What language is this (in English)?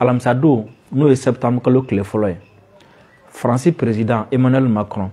Bambara